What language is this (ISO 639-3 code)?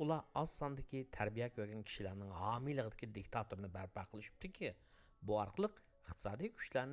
uig